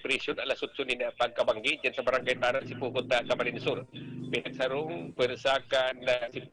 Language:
Bikol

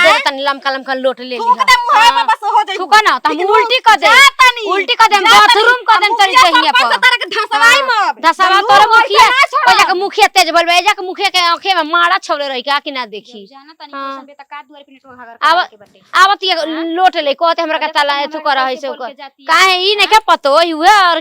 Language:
Bhojpuri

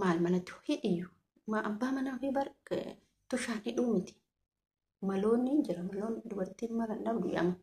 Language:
Oromo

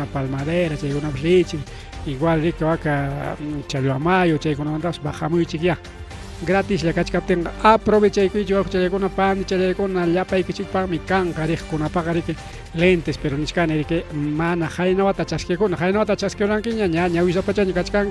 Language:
Ayacucho Quechua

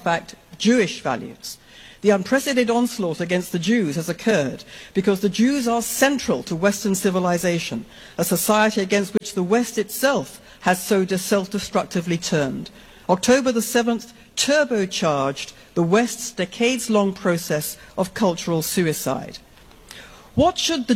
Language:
English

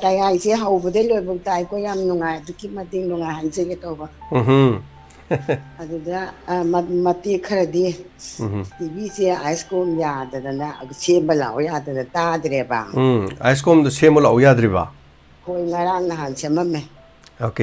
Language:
Manipuri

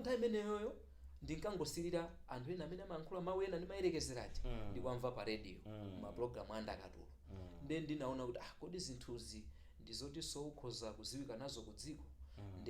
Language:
Nyanja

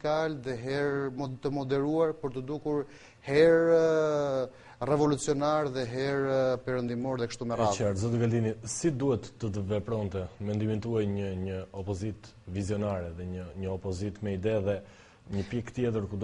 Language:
Albanian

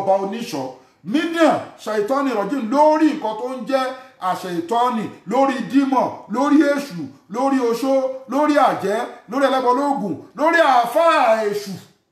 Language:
Yoruba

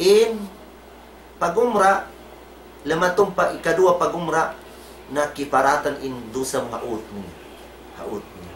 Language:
Tausug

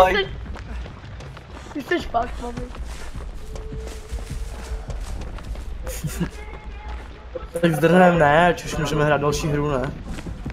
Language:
Czech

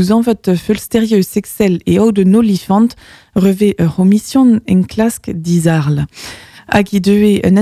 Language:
Breton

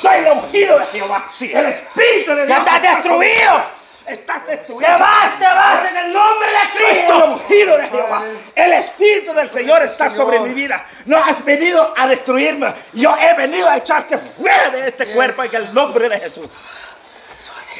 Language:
Spanish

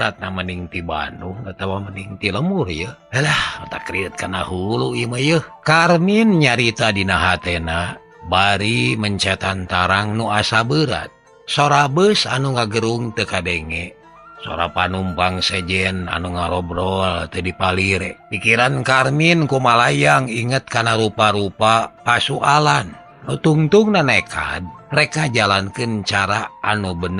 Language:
Sundanese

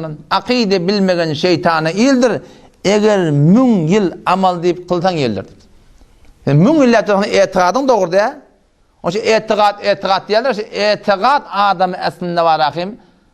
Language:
Turkmen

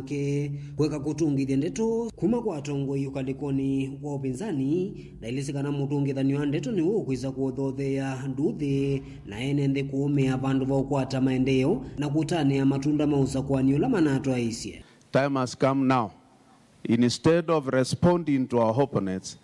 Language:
Kamba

